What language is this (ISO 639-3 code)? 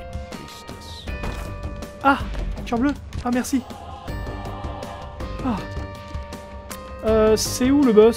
fra